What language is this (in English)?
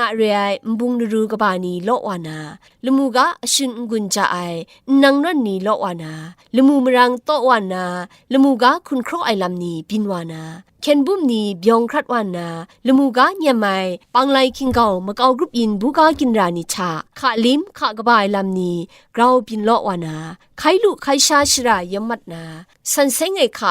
Kachin